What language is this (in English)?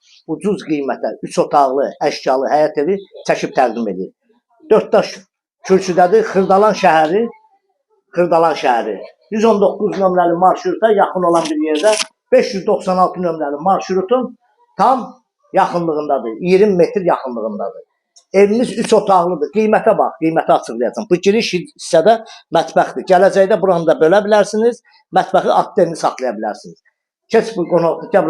Azerbaijani